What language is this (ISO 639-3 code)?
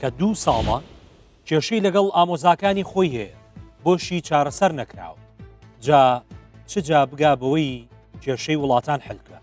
ckb